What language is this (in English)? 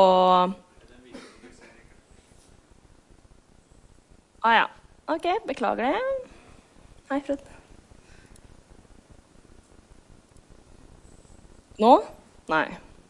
Norwegian